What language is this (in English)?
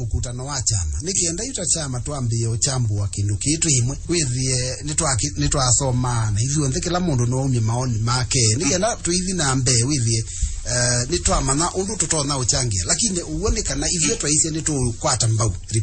Kamba